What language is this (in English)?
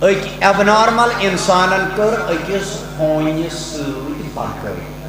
Kashmiri